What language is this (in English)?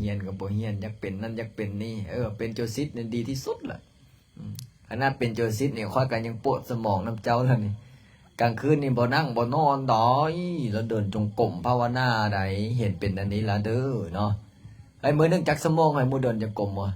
Lao